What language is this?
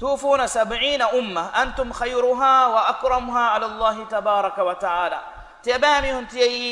Divehi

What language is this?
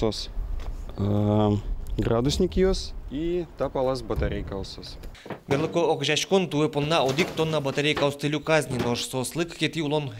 Udmurt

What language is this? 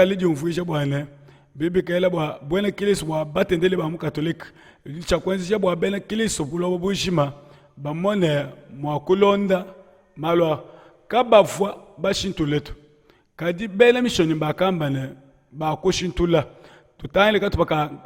Luba-Lulua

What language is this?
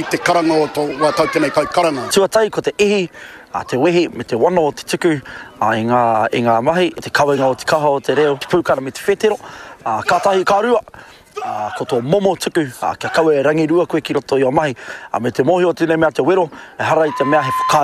Māori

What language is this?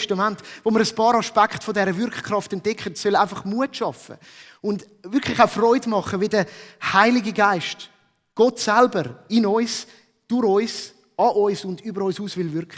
Swiss German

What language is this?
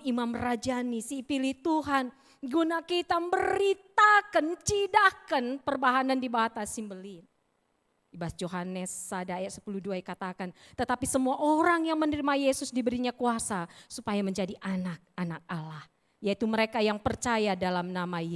Batak Karo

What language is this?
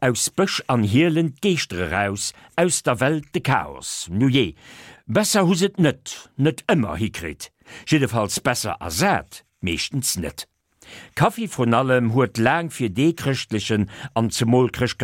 Luxembourgish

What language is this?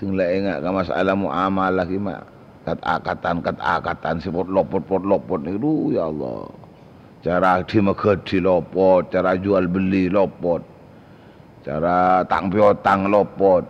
Madurese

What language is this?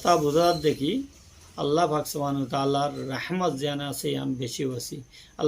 Rohingya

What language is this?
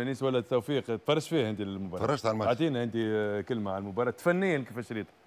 Tunisian Arabic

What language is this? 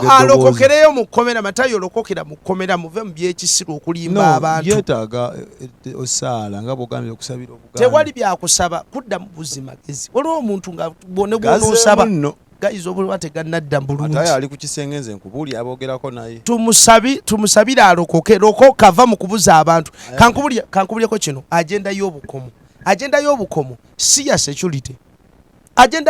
Ganda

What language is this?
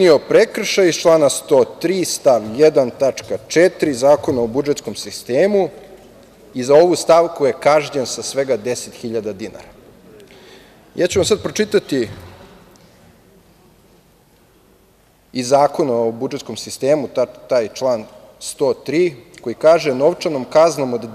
Serbian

